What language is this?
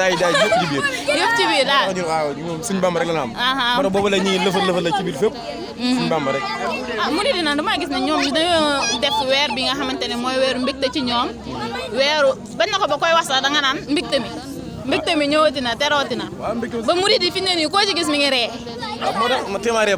Wolof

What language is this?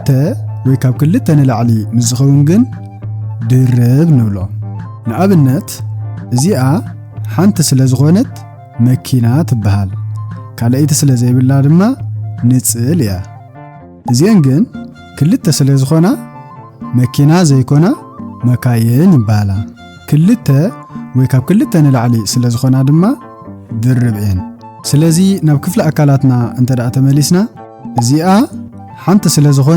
Tigrinya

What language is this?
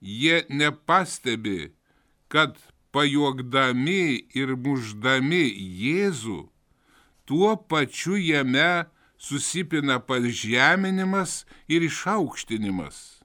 Lithuanian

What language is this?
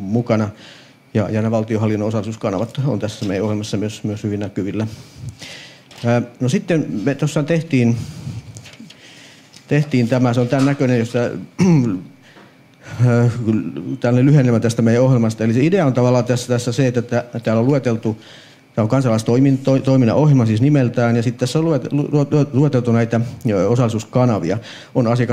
Finnish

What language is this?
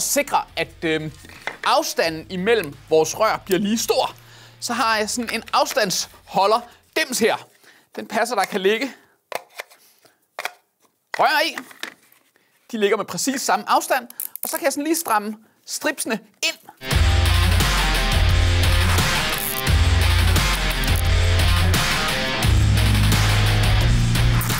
Danish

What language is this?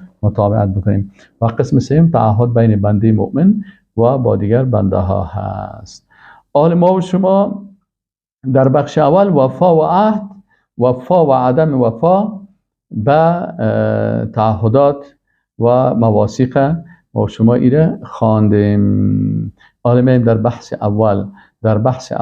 Persian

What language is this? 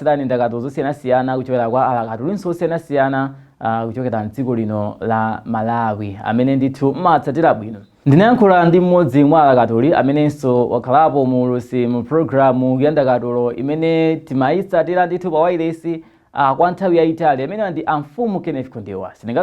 Nyanja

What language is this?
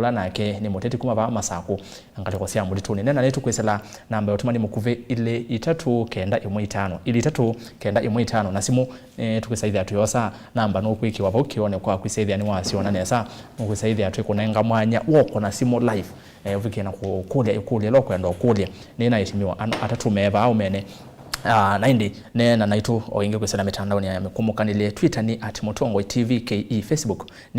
Kamba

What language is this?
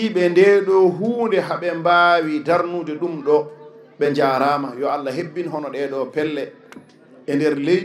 Fula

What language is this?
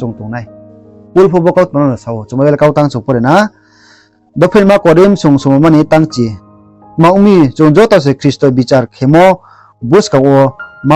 Riang (India)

